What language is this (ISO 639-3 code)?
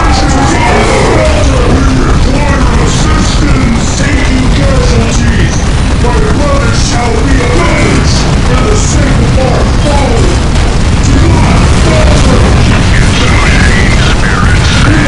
eng